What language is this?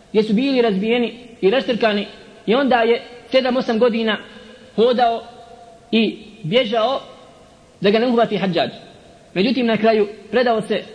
Bosnian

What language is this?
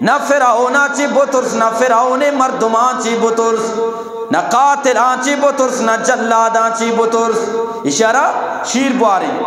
Eastern Balochi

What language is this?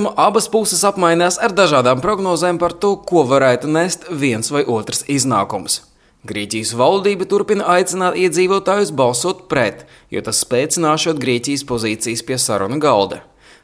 Latvian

